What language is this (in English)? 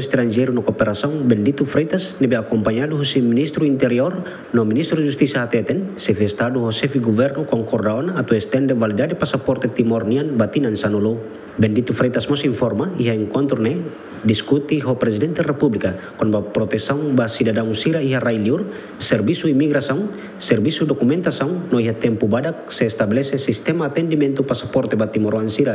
Tetum